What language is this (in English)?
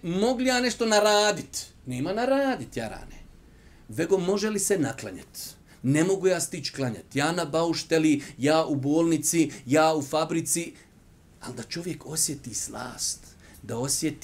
Bosnian